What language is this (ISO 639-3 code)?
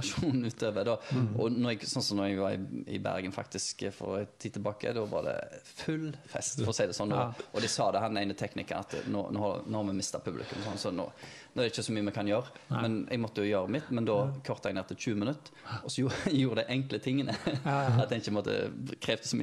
nor